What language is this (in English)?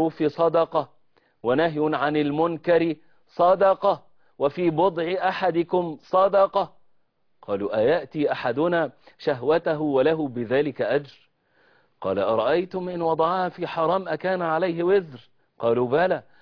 Arabic